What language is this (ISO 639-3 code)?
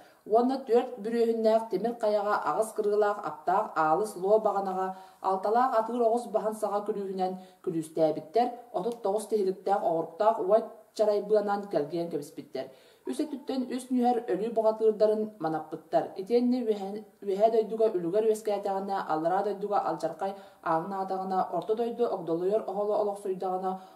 sah